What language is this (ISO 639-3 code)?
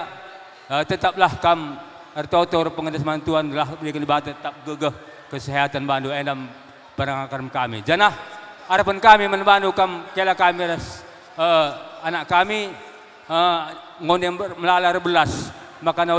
btx